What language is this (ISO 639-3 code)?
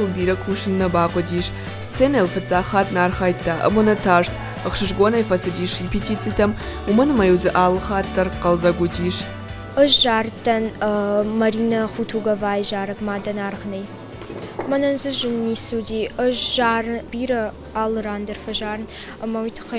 oss